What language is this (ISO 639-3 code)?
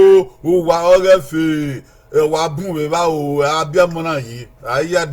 bin